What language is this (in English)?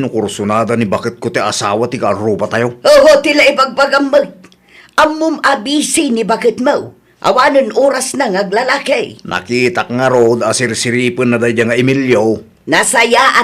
Iloko